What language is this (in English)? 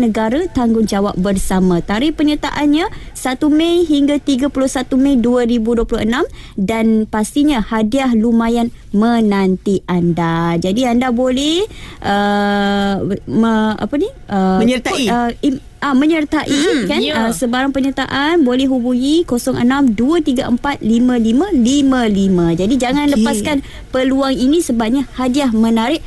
Malay